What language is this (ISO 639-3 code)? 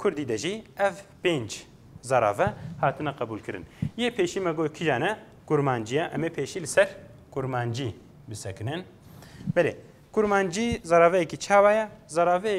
kur